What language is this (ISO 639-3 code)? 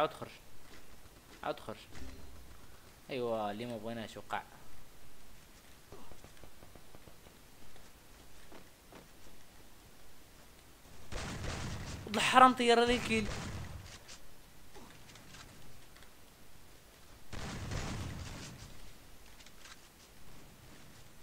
ary